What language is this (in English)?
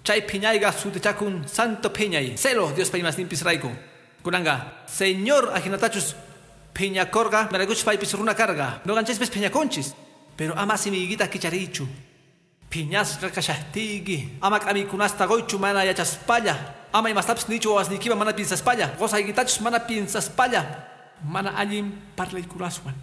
Quechua